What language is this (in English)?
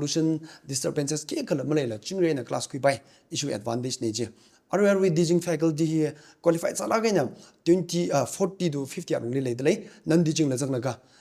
Tangkhul Naga (India)